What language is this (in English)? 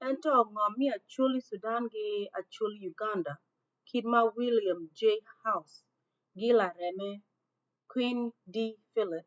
Acoli